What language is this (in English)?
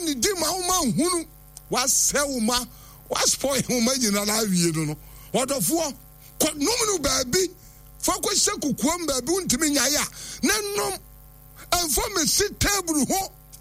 Akan